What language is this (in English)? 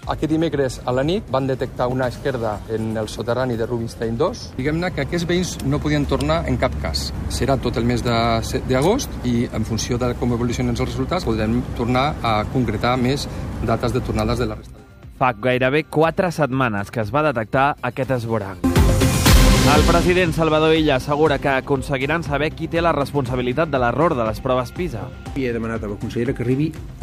Catalan